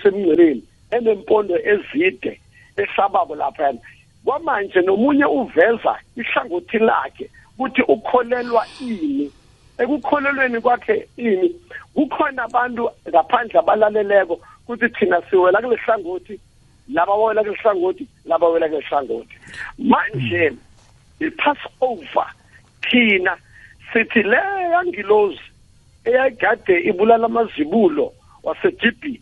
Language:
South Ndebele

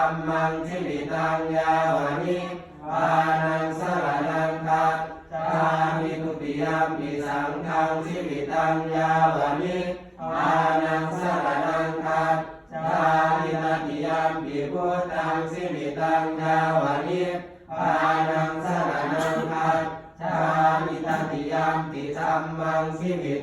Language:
Pali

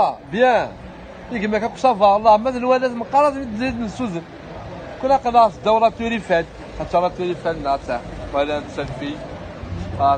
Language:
Algerian Arabic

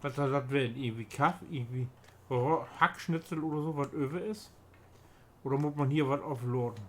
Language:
Low German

